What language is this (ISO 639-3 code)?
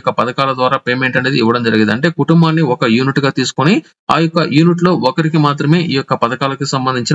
tel